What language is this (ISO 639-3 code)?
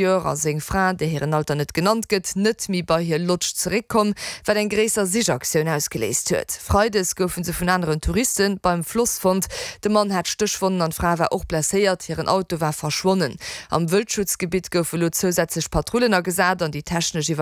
ltz